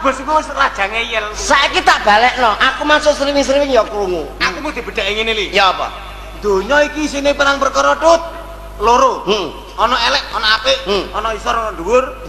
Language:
Javanese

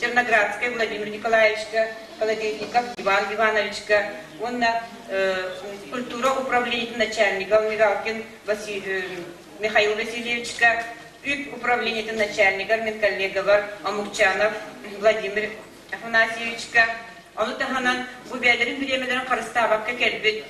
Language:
Yakut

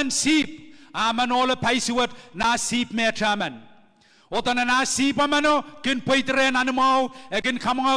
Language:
Pohnpeian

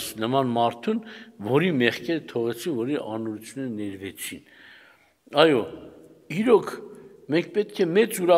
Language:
Armenian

